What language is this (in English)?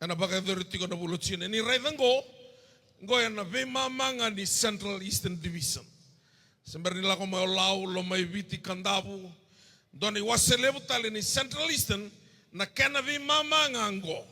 Fijian